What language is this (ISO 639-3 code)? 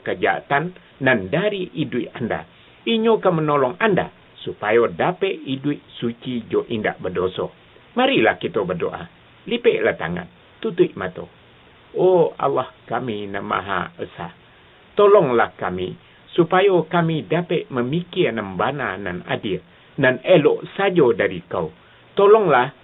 min